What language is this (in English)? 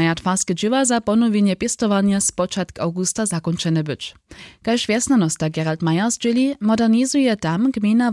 Upper Sorbian